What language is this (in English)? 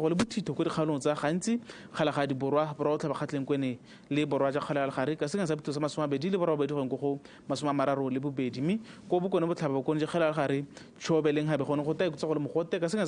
Tswana